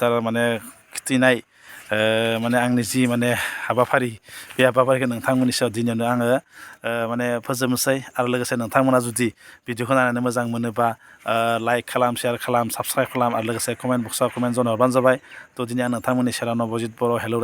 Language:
Bodo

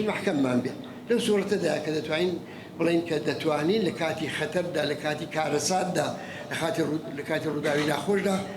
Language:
Central Kurdish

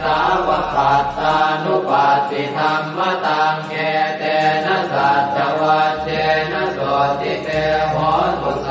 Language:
Pali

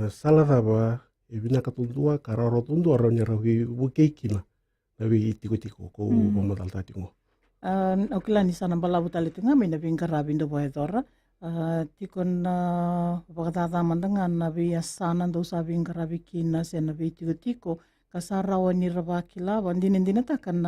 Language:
Fijian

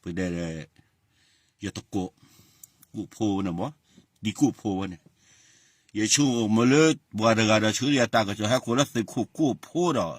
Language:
S'gaw Karen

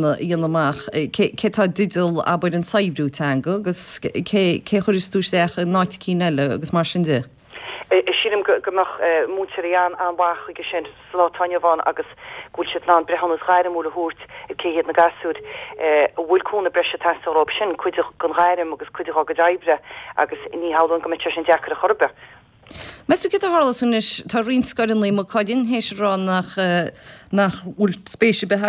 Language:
Irish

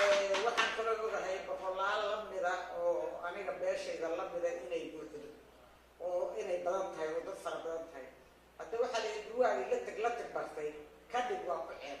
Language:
Somali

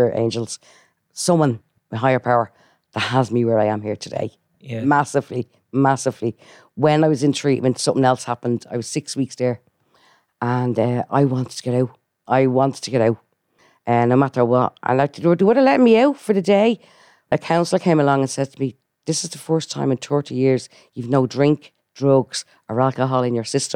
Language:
English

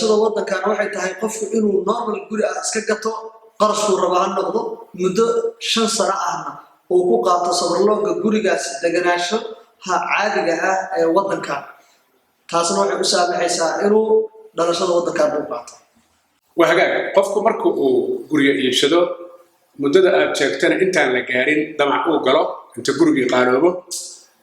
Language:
Somali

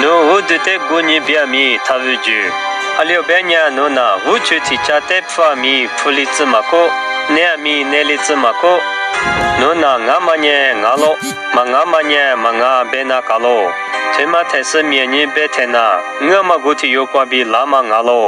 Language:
Lisu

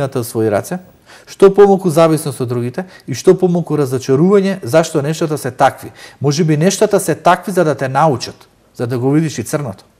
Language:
Macedonian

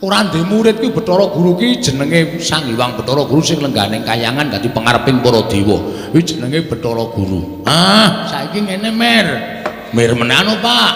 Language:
Javanese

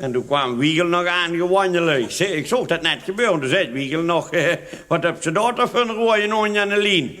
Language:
Limburgish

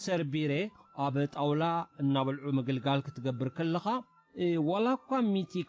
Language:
Tigrinya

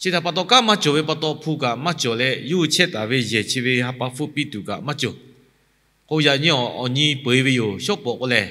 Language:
Lahu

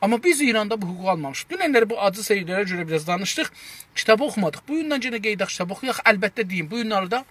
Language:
South Azerbaijani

